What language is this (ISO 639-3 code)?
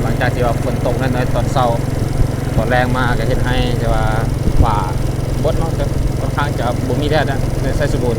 lao